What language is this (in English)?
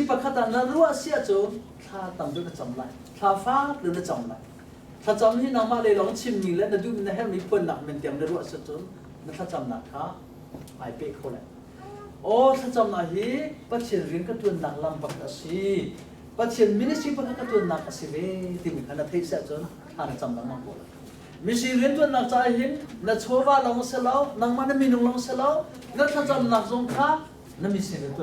Hakha Chin